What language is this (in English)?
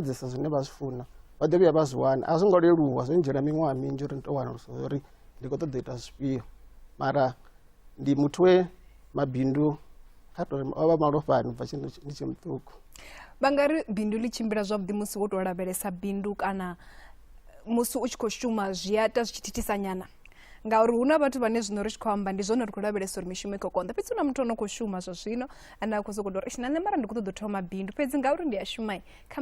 Venda